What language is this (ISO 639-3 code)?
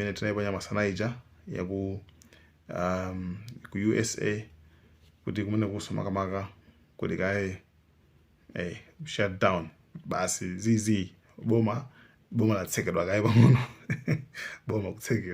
nya